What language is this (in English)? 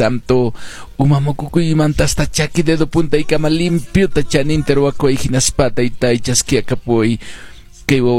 Quechua